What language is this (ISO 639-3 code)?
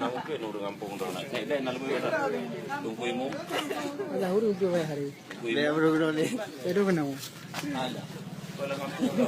ace